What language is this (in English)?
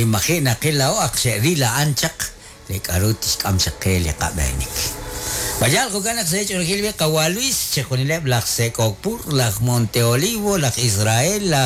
Kekchí